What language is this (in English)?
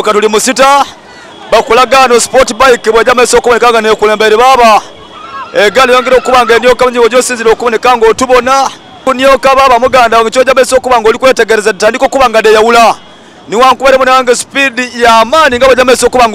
Soga